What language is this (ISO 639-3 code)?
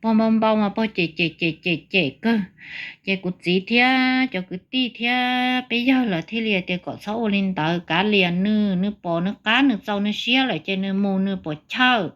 hmn